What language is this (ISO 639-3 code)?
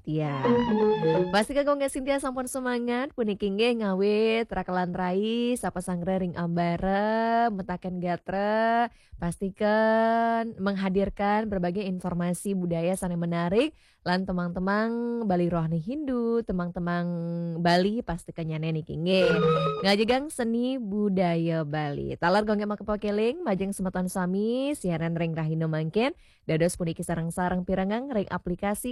ban